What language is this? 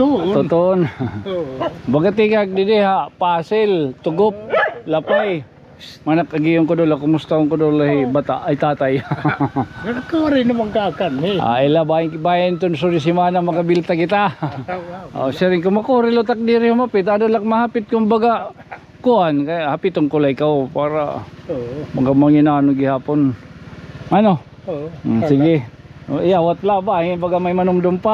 Waray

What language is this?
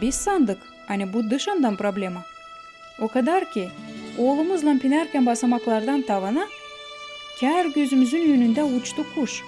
Gagauz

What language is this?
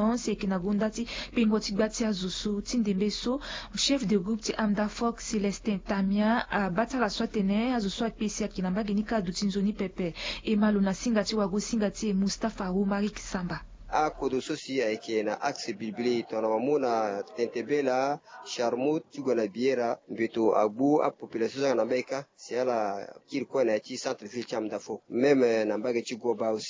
Sango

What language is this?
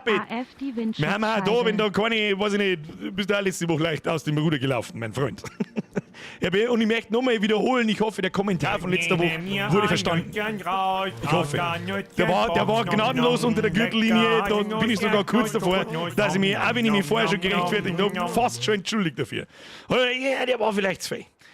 Bavarian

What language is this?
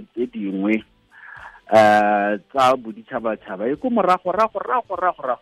Tswana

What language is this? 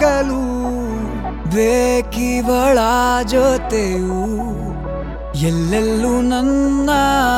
Kannada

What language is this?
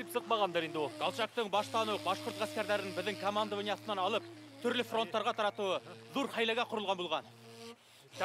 Bashkir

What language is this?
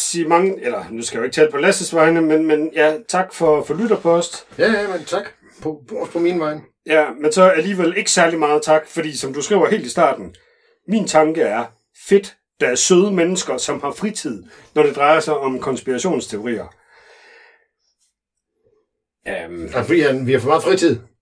Danish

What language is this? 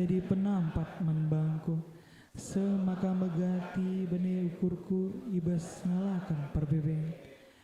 Batak Karo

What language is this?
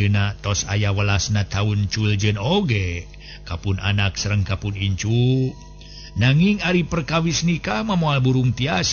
Sundanese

